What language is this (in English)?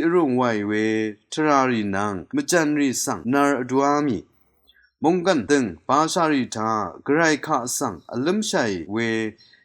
Rawang